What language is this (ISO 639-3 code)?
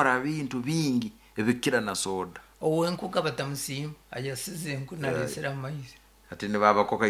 nyn